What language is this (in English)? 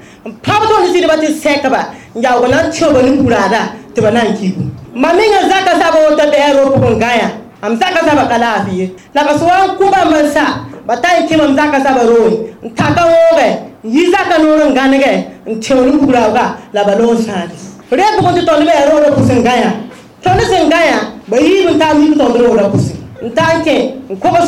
Mossi